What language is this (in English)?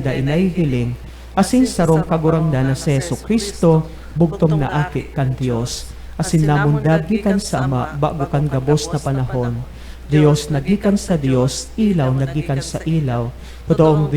Bikol